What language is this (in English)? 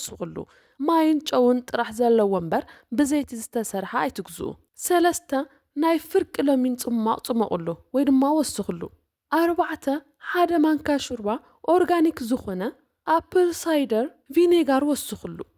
Tigrinya